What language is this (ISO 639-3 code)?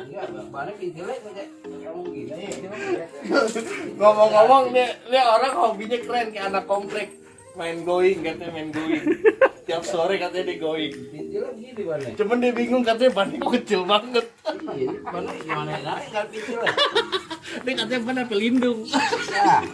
bew